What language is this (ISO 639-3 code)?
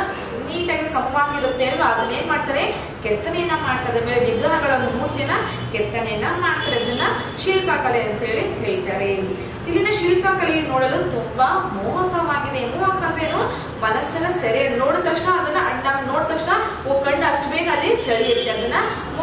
kan